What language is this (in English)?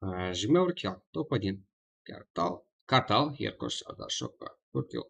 Kara-Kalpak